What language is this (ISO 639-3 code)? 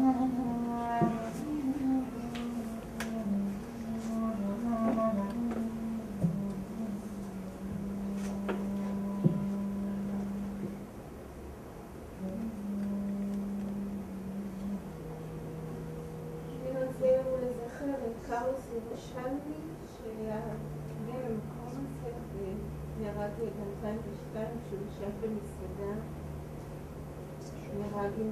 heb